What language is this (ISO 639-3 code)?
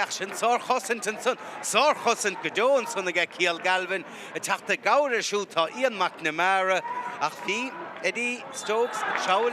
gle